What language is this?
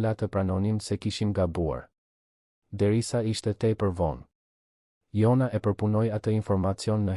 Albanian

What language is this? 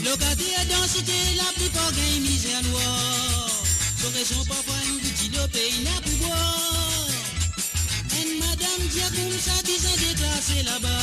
Morisyen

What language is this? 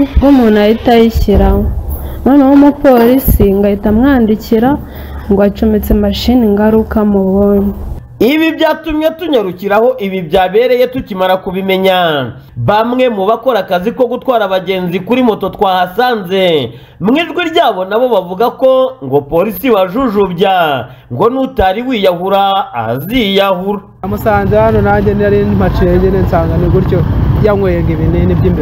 Kinyarwanda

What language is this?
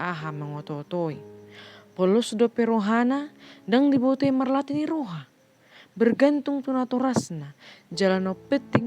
Batak Toba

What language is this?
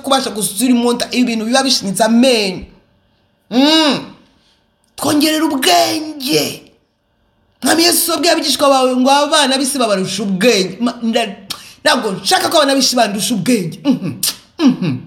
Kinyarwanda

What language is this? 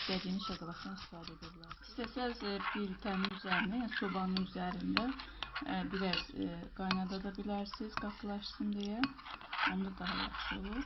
Azerbaijani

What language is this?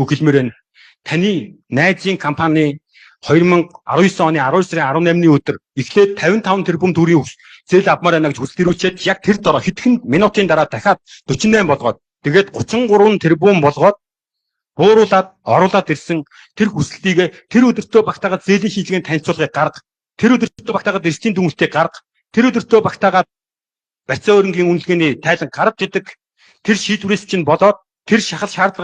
Mongolian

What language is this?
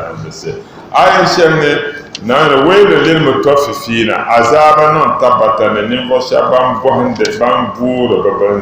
Dagbani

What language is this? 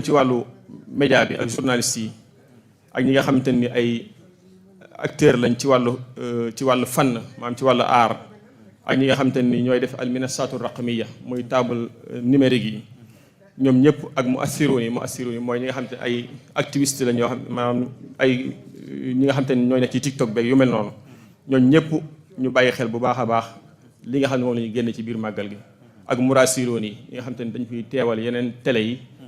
Wolof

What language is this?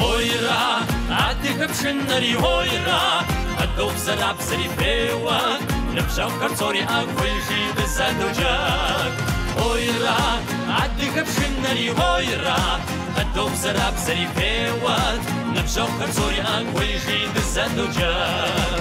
Kabardian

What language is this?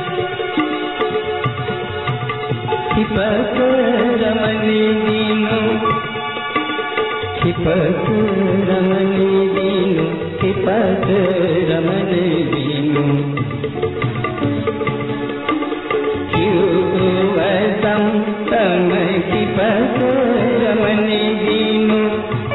Hindi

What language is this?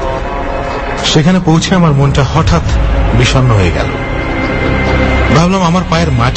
Bangla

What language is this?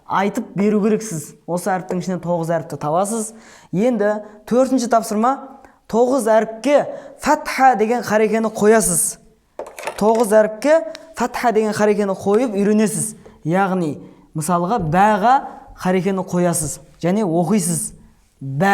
Kazakh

